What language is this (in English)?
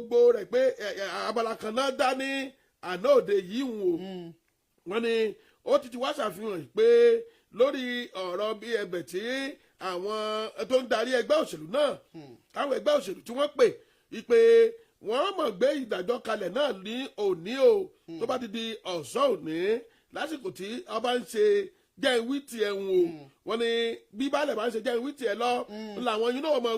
Yoruba